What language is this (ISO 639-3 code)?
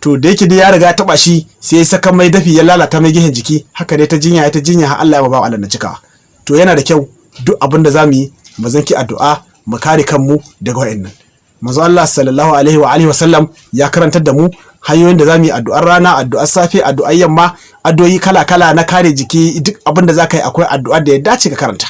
hau